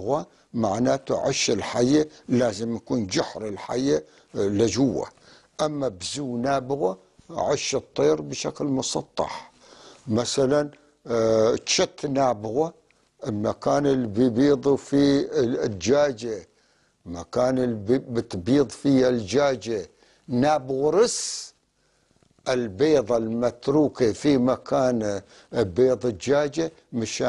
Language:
North Levantine Arabic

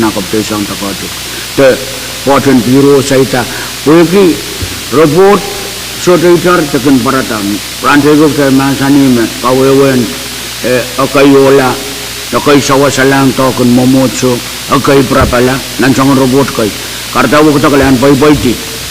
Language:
Pohnpeian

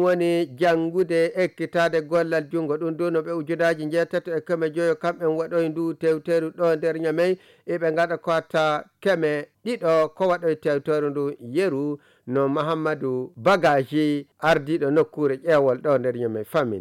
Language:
Nigerian Fulfulde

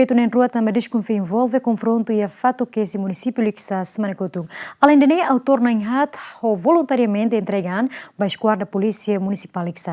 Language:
Tetum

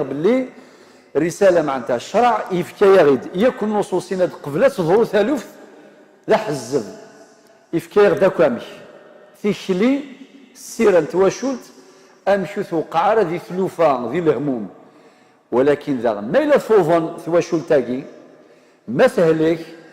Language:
Algerian Arabic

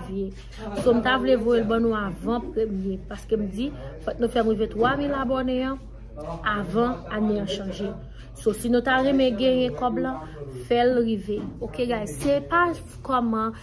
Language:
Haitian Creole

